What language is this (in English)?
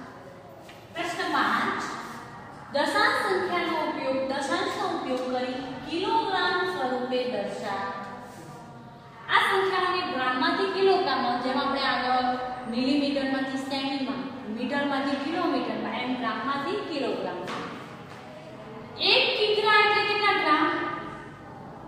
Gujarati